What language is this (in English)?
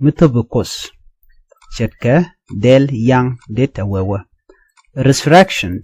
Nuer